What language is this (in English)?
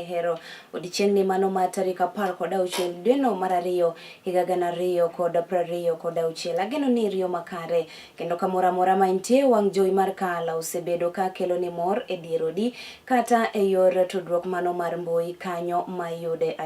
Luo (Kenya and Tanzania)